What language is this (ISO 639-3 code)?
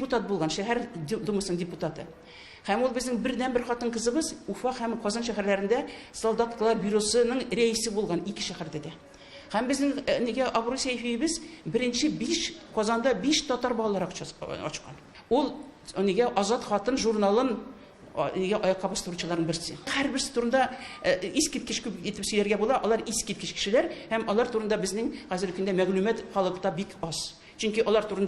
tat